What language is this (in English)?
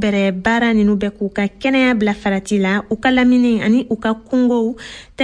Bambara